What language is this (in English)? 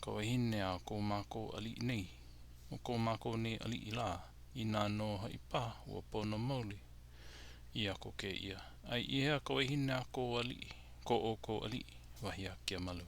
Hawaiian